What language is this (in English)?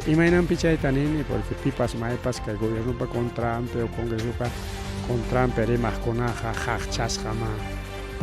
Ayacucho Quechua